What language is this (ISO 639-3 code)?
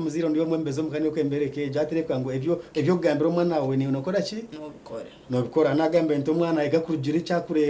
nyn